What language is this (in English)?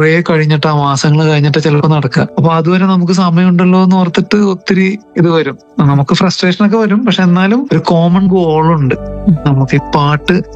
Malayalam